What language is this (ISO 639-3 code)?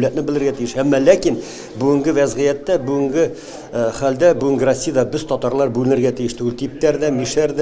tat